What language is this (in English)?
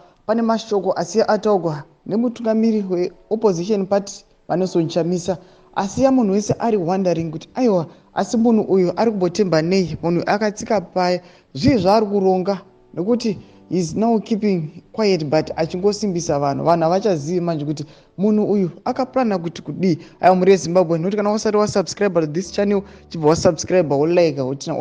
Shona